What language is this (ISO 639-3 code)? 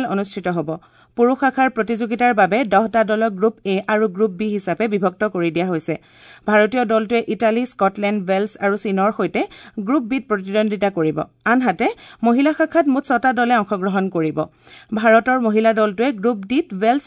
asm